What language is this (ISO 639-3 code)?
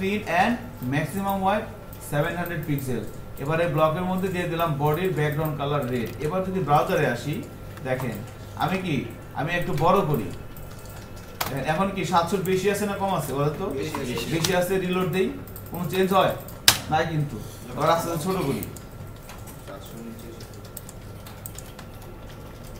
ben